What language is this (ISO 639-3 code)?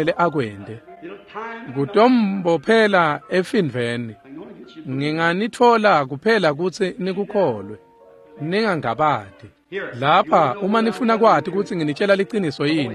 ssw